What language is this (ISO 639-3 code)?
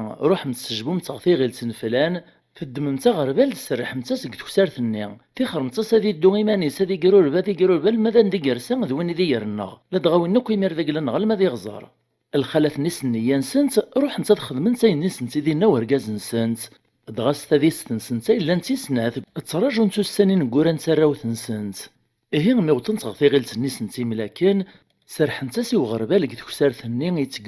kab